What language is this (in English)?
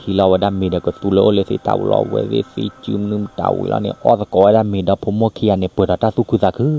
S'gaw Karen